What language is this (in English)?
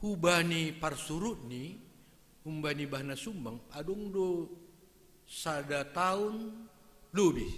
Batak Simalungun